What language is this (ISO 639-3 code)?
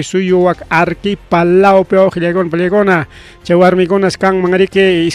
quy